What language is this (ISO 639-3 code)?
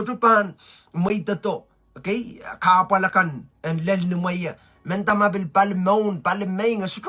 pon